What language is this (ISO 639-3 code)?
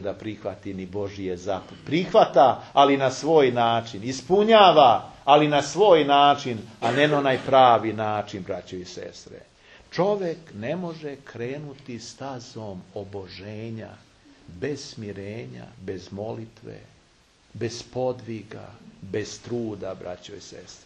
srp